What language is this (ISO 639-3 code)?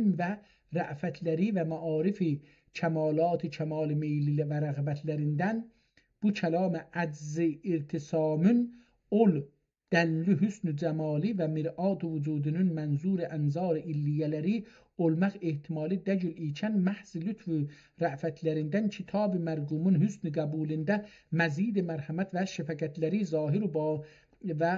azb